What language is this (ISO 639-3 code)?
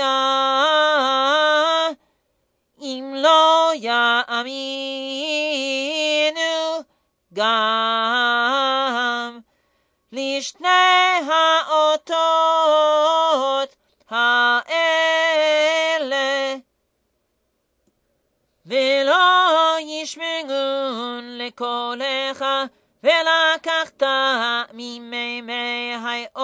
heb